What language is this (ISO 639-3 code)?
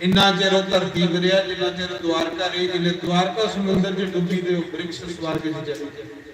doi